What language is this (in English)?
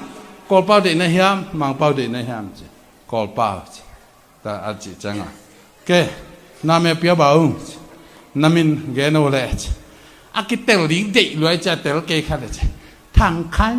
Tedim Chin